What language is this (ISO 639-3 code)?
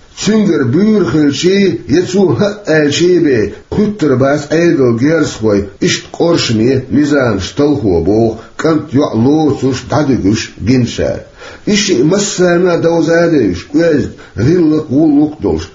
che